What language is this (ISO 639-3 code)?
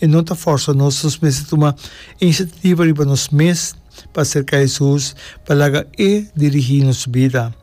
pap